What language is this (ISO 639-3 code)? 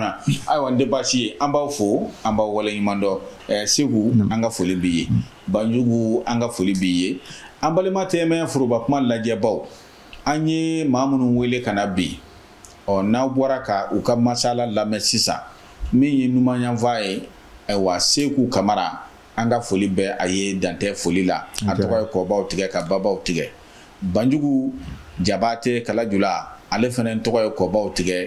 bam